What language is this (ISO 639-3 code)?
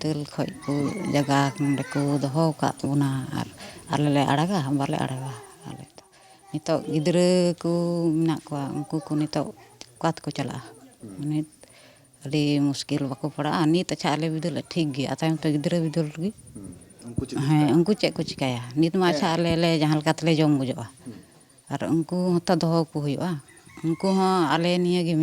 sat